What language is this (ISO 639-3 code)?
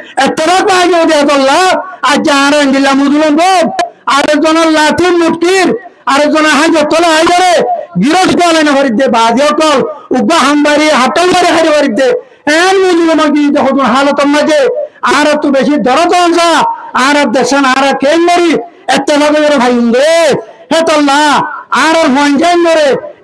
rhg